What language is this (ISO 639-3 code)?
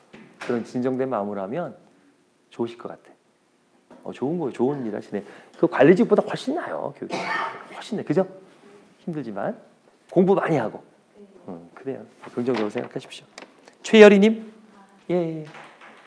kor